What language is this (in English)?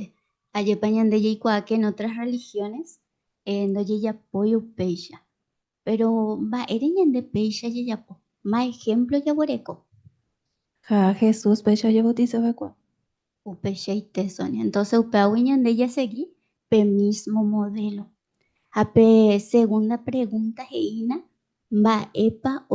Guarani